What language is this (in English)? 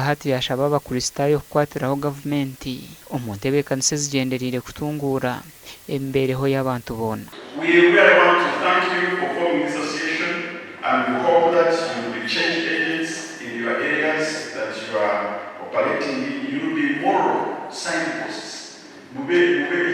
Nyankole